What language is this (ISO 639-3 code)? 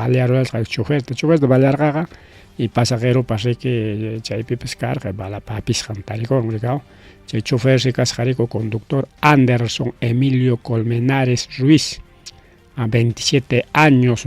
quy